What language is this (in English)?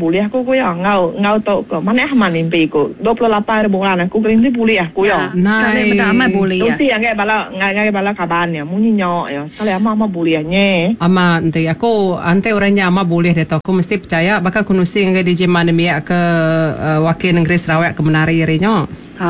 Iban